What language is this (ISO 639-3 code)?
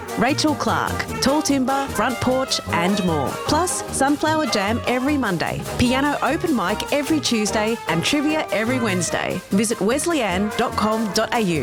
eng